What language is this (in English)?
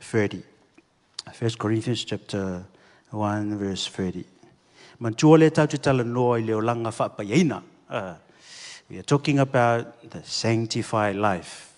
Samoan